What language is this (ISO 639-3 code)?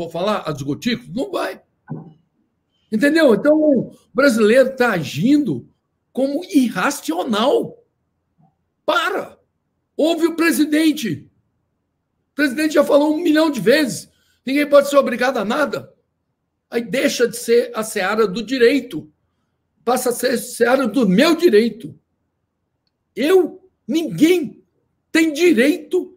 por